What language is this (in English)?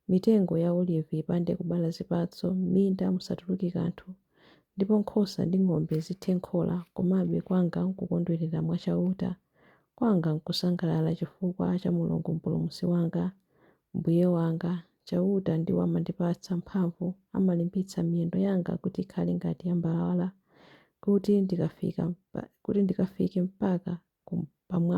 Nyanja